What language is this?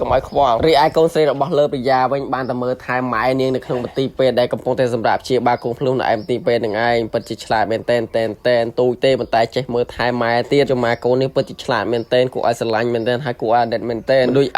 Khmer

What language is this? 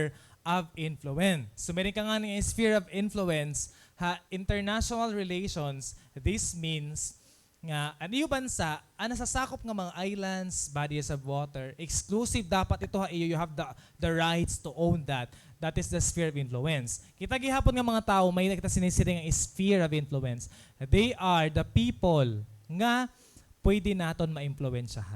Waray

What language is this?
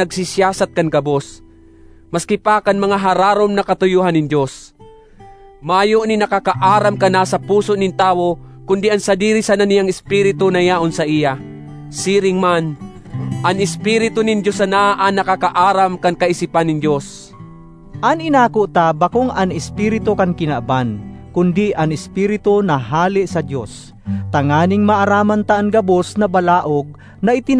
Bikol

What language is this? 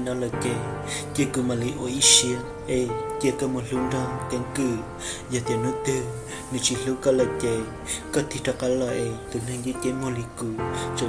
Hmong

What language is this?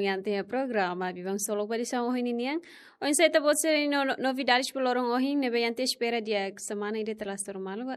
Tetum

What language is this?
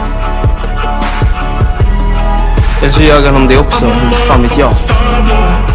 Swedish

